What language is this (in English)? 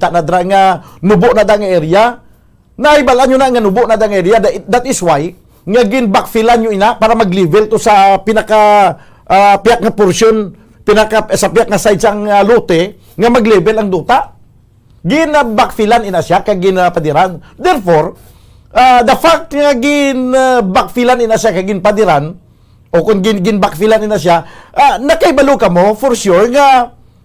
Hiligaynon